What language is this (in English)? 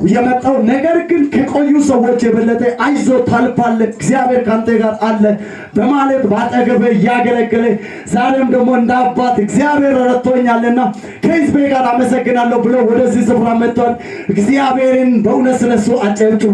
Amharic